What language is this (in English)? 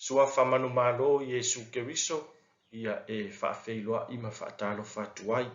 Samoan